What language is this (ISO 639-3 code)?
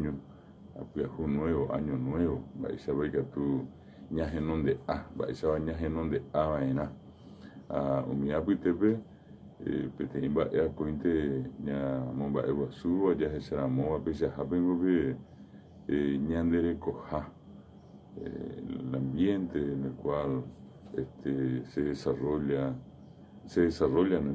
grn